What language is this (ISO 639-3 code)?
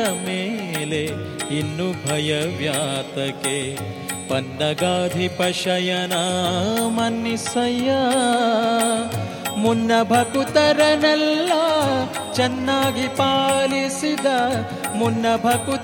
kan